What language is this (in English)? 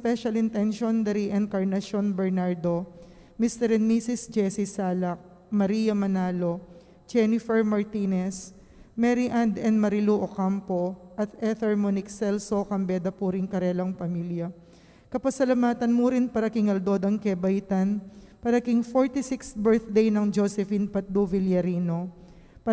Pampanga